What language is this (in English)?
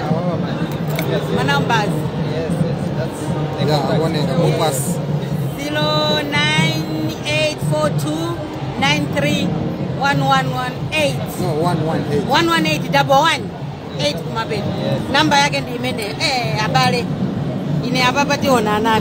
Nyanja